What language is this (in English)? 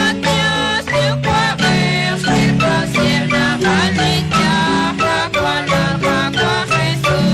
Kekchí